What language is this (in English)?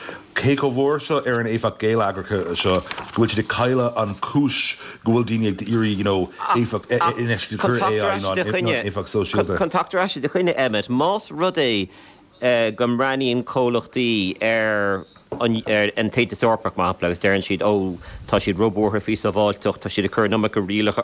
Irish